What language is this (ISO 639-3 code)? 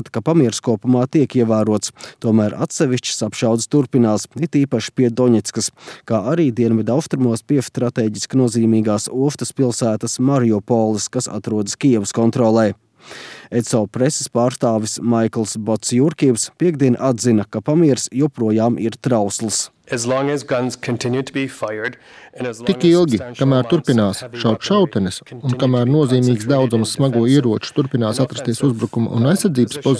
lav